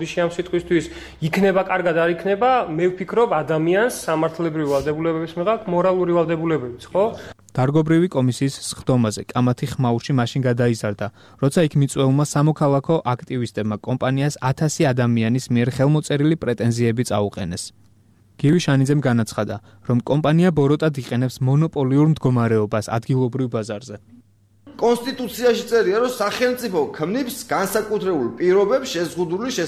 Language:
Georgian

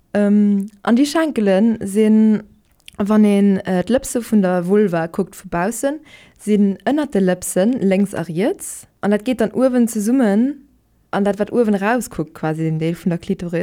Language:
Luxembourgish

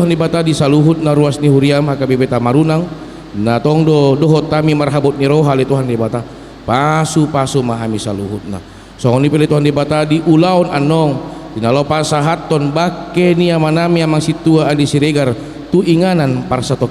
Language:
Batak Toba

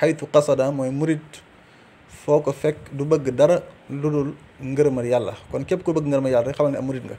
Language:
Wolof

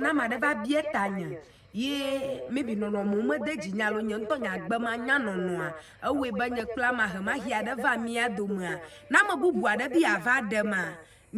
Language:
Ewe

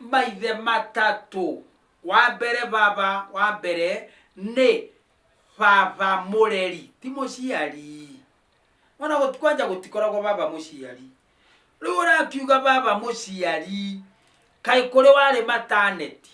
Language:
Kikuyu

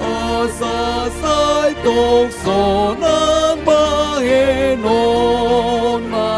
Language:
Batak Toba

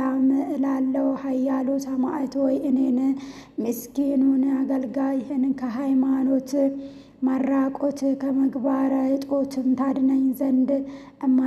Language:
Amharic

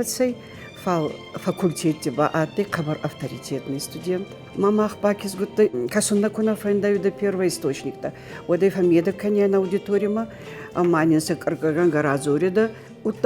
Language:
Ossetic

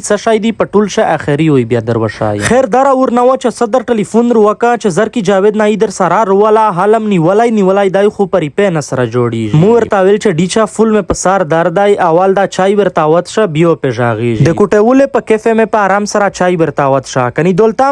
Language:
Pashto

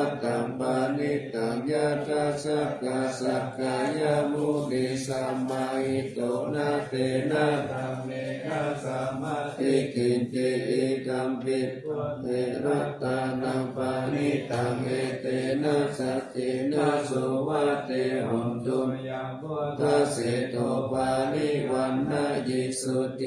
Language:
Pali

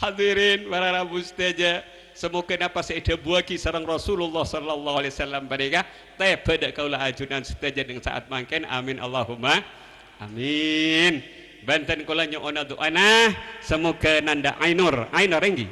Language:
Madurese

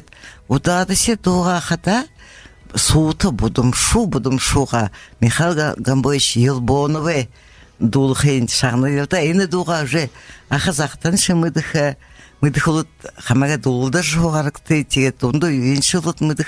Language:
Buriat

